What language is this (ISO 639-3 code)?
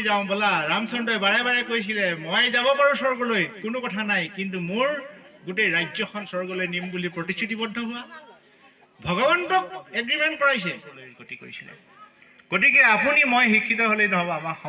asm